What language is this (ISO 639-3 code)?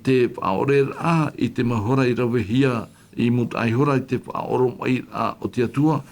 tah